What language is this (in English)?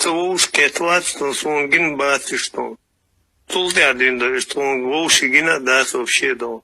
Chechen